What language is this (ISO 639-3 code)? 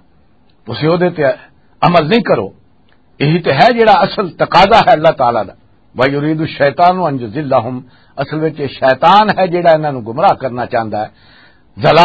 lah